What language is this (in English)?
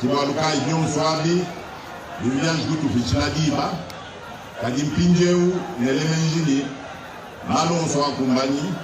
Luba-Lulua